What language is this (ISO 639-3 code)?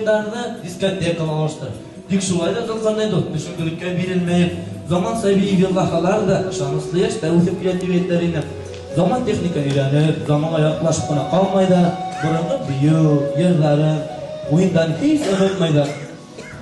bak